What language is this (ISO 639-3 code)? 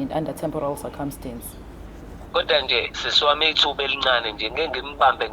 zul